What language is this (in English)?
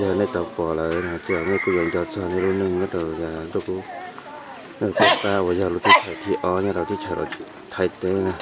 Hmong